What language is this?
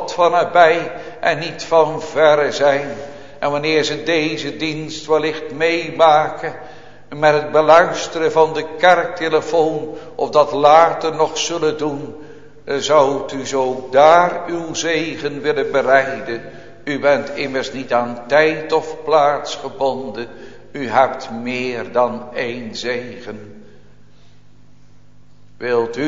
Dutch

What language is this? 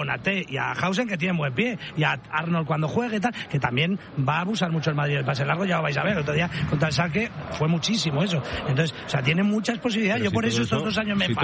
Spanish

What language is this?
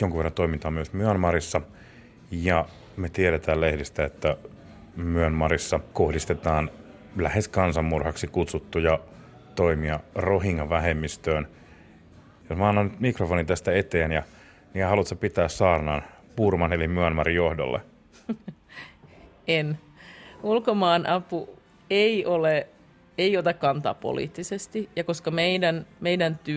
Finnish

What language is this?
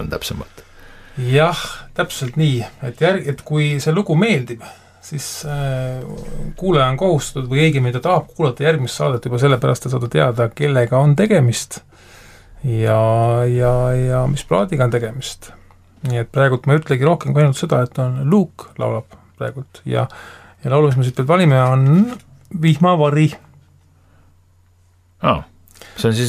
Estonian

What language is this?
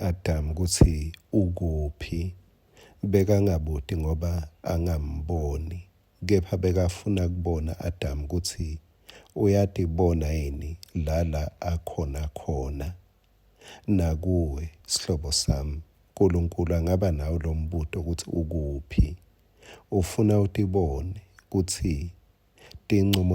Swati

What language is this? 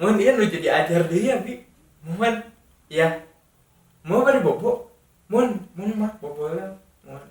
Sundanese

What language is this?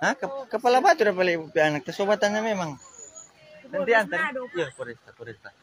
Manado Malay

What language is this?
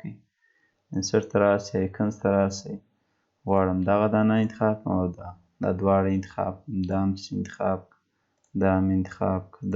Pashto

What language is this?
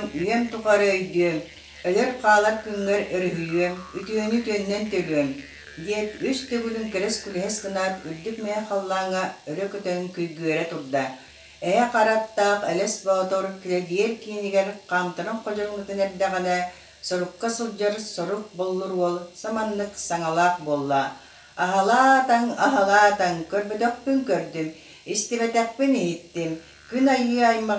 Yakut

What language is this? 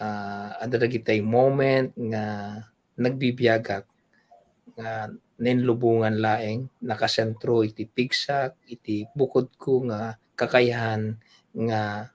Iloko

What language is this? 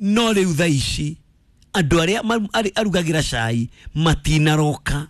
Kikuyu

